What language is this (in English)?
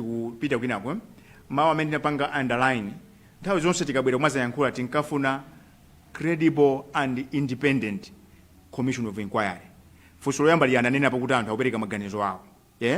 Nyanja